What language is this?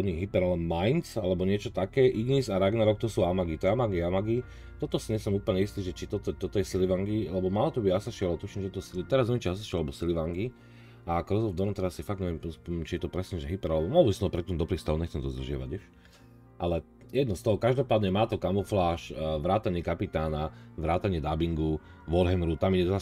Slovak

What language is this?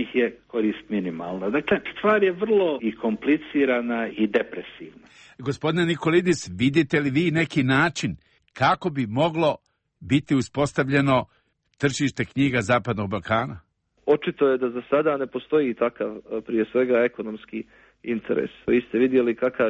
Croatian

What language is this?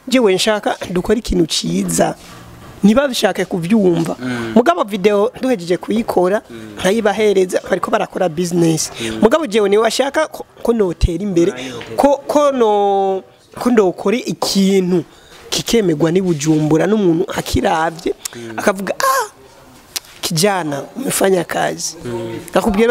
Rundi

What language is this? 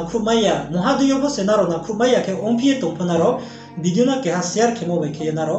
Riang (India)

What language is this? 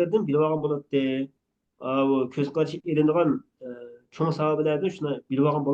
Uyghur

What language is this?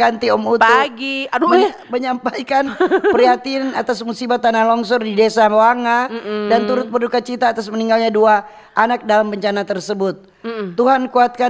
Manado Malay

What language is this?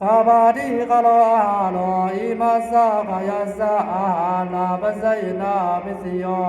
Pali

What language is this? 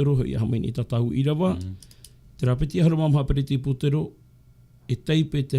Tahitian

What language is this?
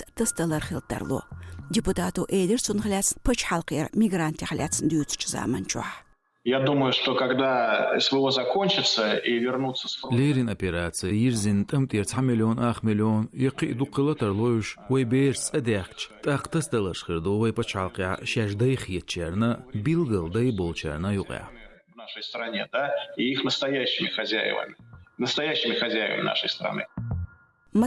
Chechen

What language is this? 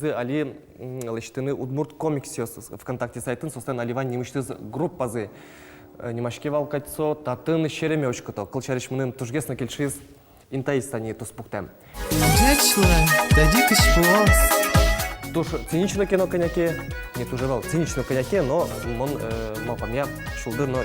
Udmurt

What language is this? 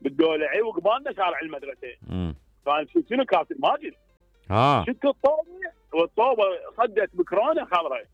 Mesopotamian Arabic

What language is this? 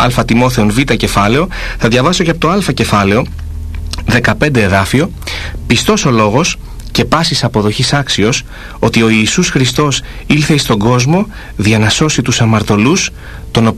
Greek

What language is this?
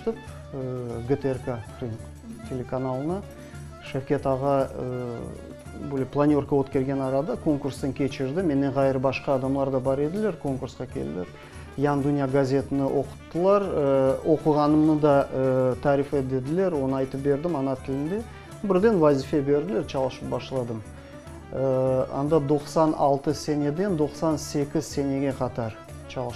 Crimean Tatar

